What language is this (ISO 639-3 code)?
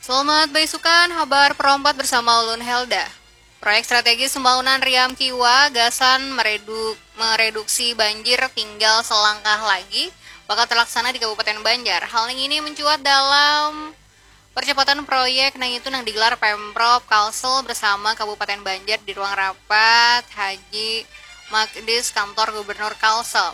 bjn